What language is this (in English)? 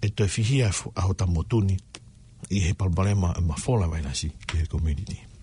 Tongan